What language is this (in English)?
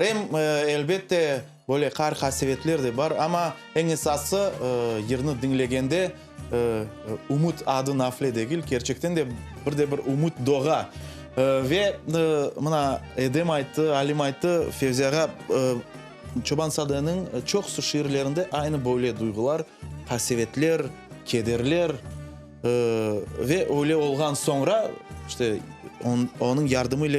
Crimean Tatar